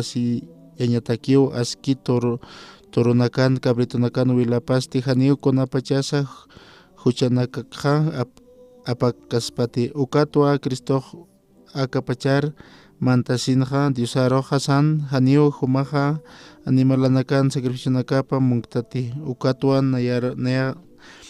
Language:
Aymara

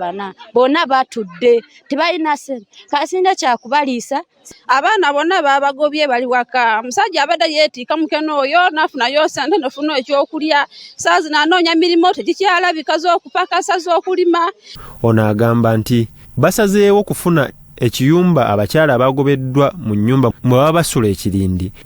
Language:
Ganda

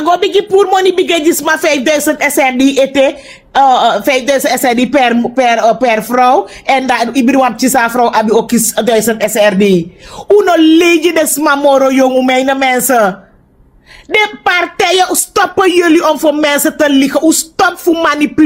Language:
Sranan Tongo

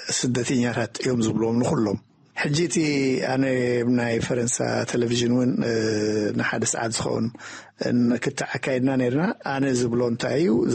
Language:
Tigrinya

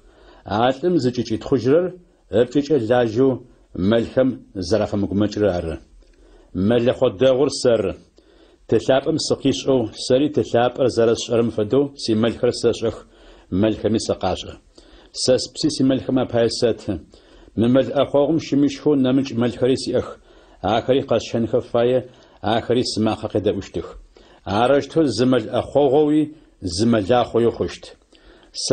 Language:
Adyghe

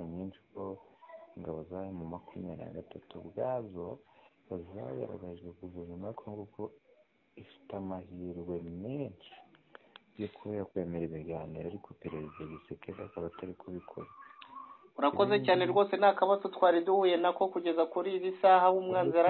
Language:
Kinyarwanda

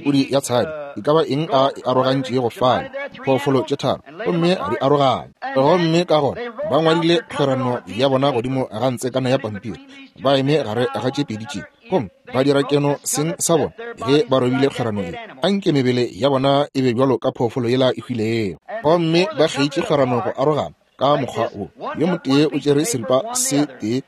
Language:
Northern Sotho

